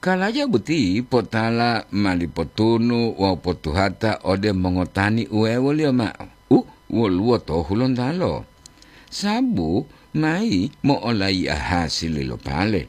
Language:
Gorontalo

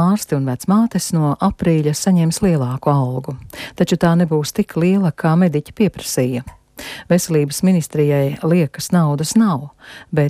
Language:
Latvian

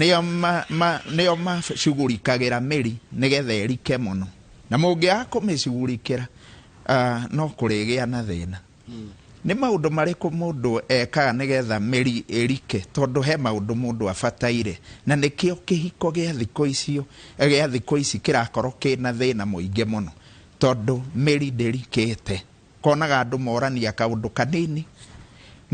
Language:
Kikuyu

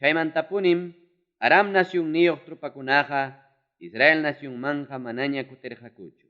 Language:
Ayacucho Quechua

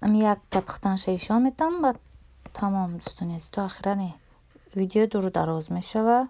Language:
Tajik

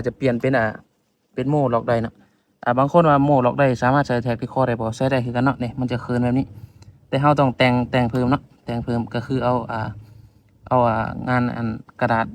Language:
Lao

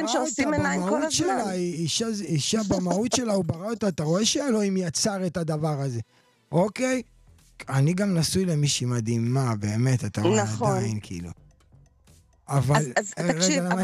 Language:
Hebrew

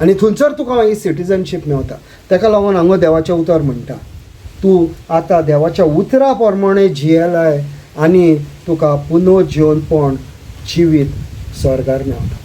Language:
Konkani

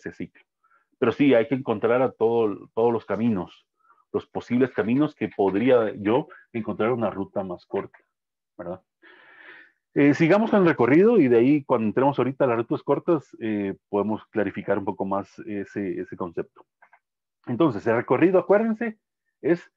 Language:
Spanish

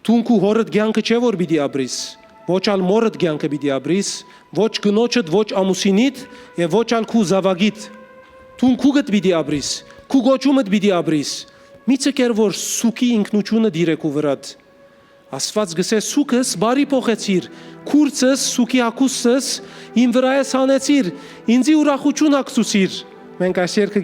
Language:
Western Armenian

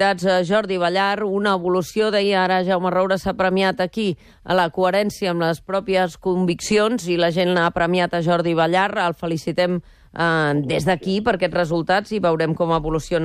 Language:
Catalan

